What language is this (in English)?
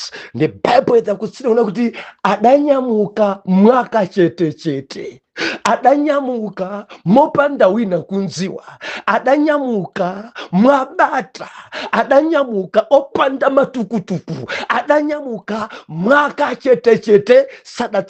Nyanja